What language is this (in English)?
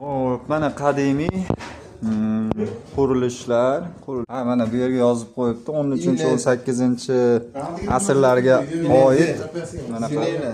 Uzbek